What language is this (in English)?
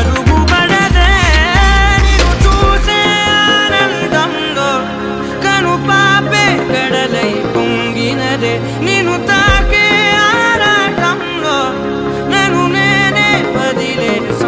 Telugu